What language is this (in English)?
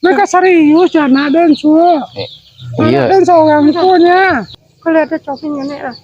Minangkabau